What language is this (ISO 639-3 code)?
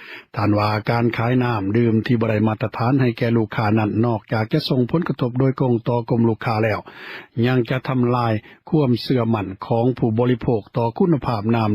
lao